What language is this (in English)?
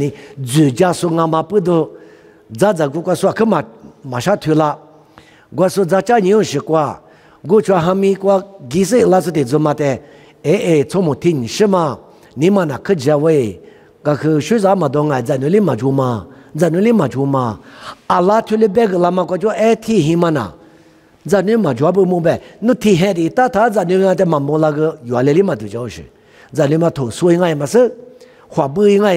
Lisu